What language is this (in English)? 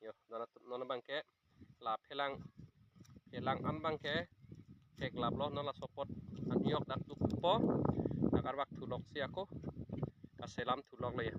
Karbi